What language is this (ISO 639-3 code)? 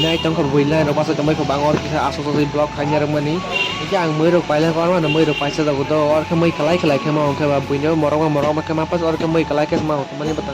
trp